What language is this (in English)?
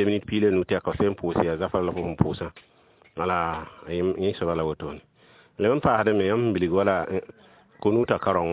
Mossi